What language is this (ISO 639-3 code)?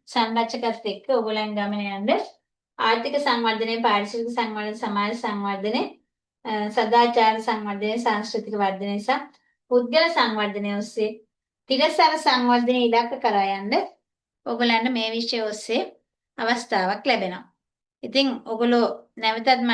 sin